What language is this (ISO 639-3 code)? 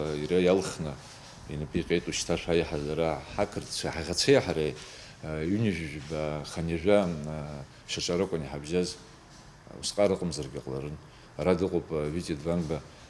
abk